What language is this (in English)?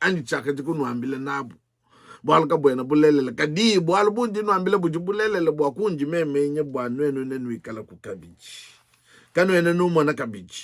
Luba-Lulua